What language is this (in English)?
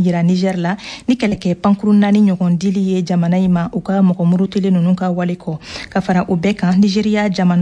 Bambara